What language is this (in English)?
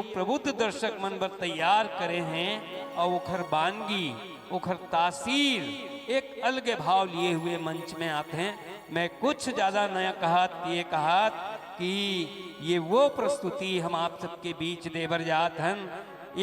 Chhattisgarhi